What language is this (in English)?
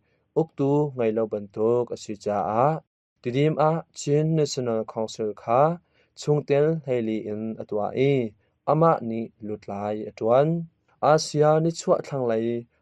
Hakha Chin